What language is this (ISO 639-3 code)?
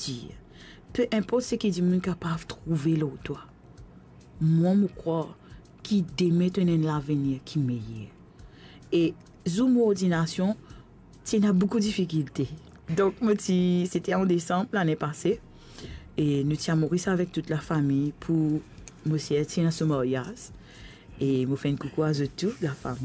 mfe